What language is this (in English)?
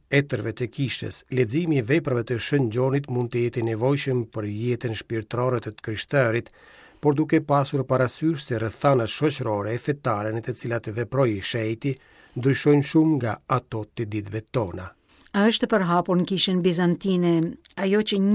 Albanian